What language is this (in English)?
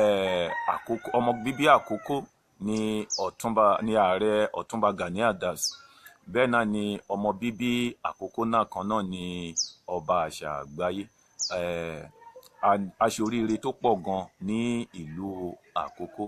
Yoruba